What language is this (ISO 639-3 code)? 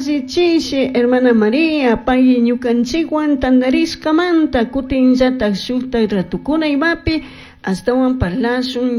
qug